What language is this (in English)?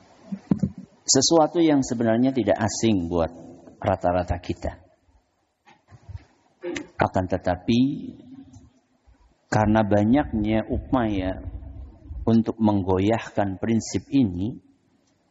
Indonesian